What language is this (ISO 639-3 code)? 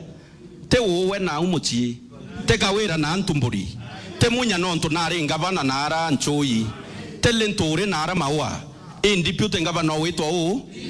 mer